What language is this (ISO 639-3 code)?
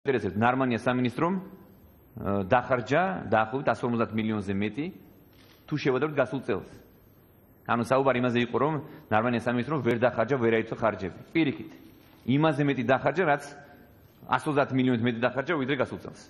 kat